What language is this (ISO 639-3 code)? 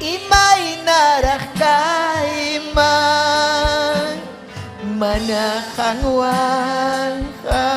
quy